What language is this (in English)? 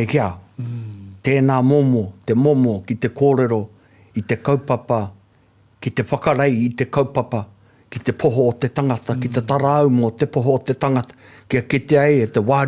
Māori